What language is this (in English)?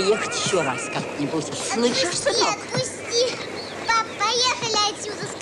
Russian